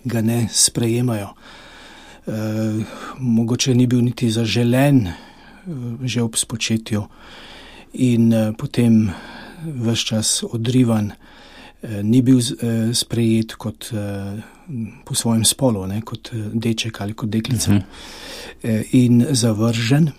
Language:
Slovenian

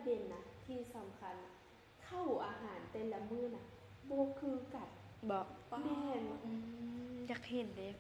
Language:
Lao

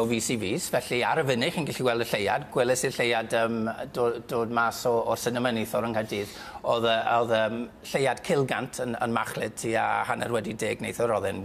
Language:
Welsh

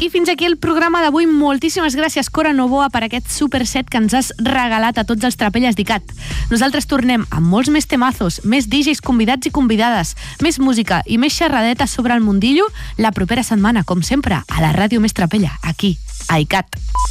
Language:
Catalan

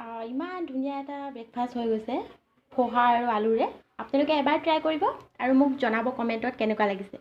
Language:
Assamese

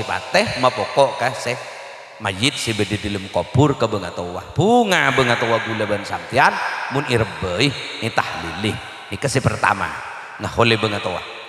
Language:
Madurese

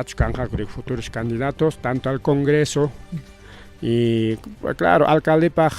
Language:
Ayacucho Quechua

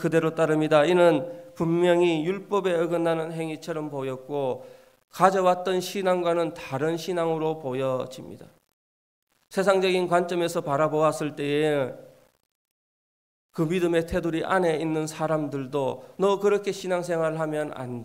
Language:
Korean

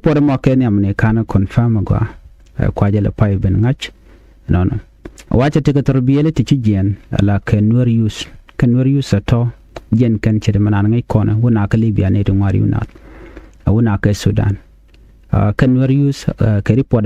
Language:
Nuer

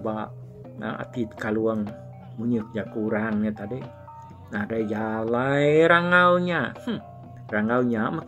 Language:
Iban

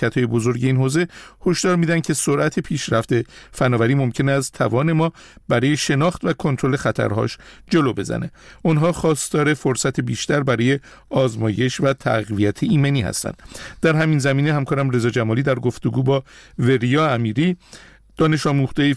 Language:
Persian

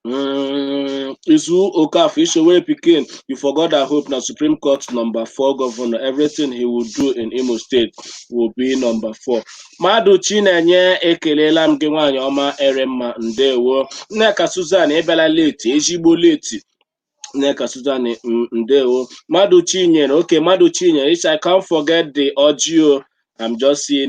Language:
Igbo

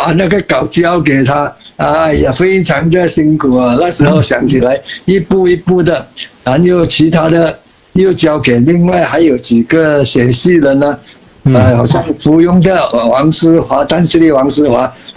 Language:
Chinese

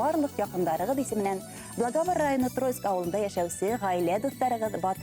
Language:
Bashkir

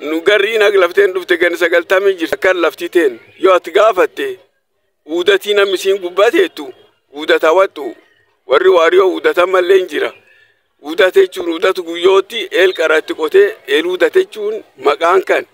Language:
Oromo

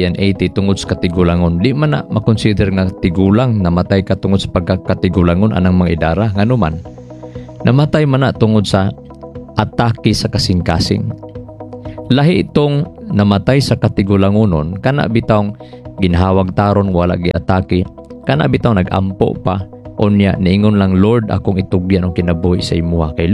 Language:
Cebuano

